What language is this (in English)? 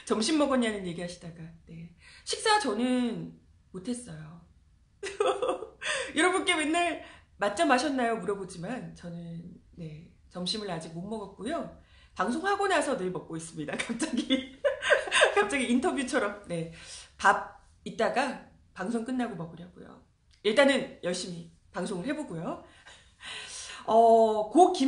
Korean